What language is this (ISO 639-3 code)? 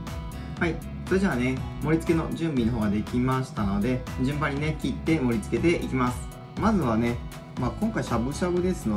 jpn